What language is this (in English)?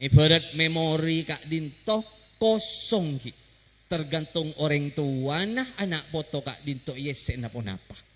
Madurese